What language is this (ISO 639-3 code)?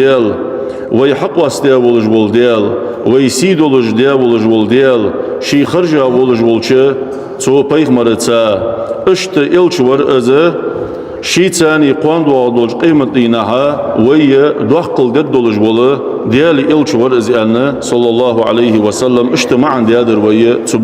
inh